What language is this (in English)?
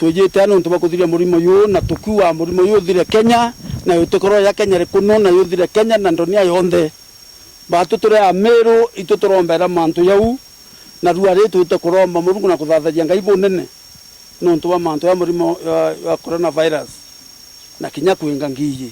Meru